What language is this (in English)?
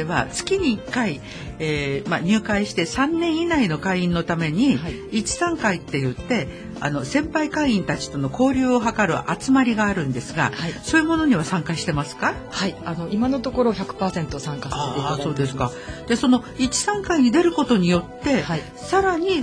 Japanese